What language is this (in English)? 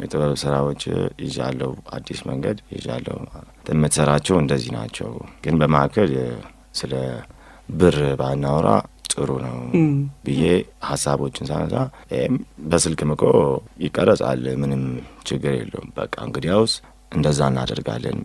Amharic